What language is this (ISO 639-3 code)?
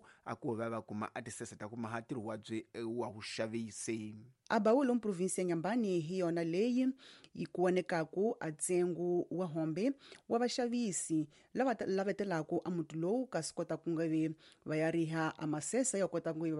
tso